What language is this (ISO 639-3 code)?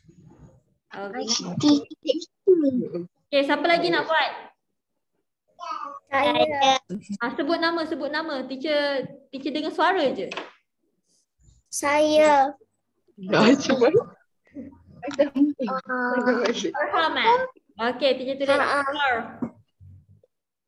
msa